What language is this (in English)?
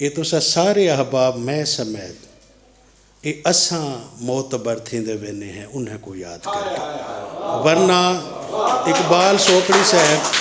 Saraiki